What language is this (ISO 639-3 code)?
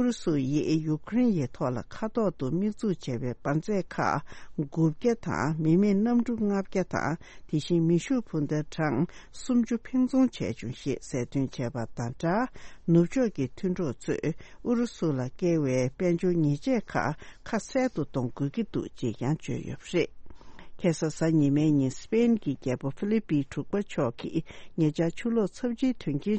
bod